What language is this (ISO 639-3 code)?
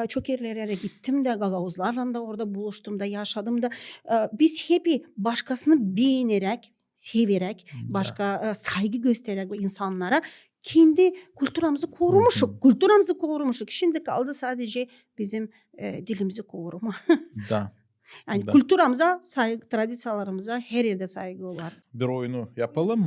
gag